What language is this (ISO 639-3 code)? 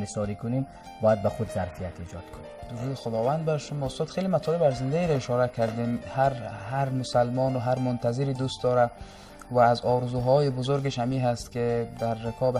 fas